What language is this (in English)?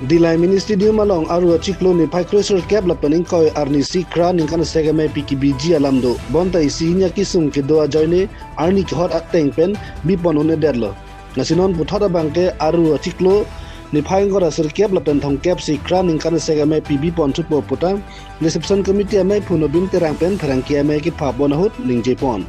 Karbi